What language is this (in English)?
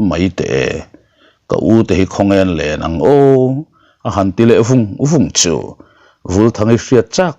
Mizo